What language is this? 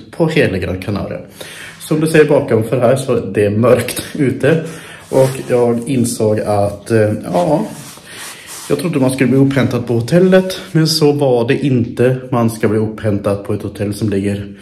Swedish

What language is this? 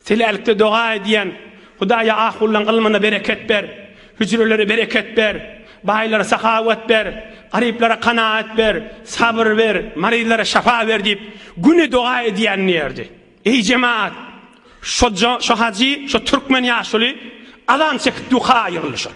Turkmen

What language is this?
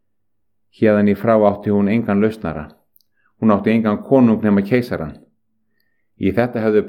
Icelandic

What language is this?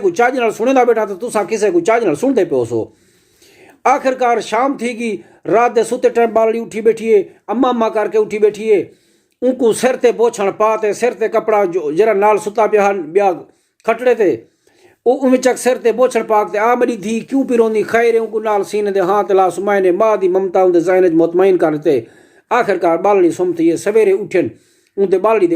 Saraiki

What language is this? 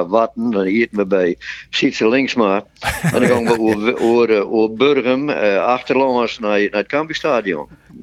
Western Frisian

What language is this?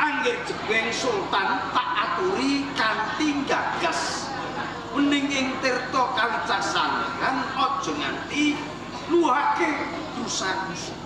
Javanese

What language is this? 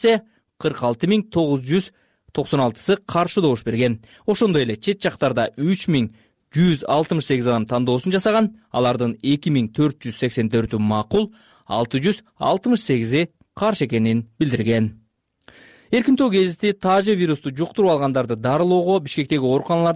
Kyrgyz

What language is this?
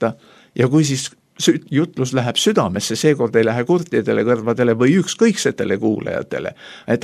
Estonian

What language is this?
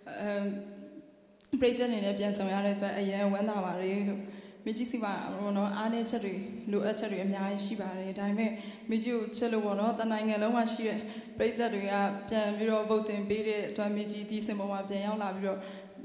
Burmese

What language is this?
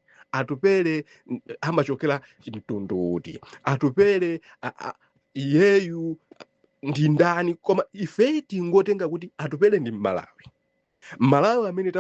Nyanja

